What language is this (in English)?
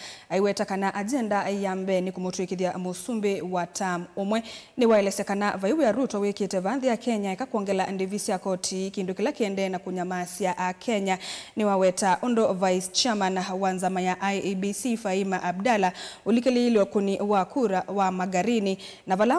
Kamba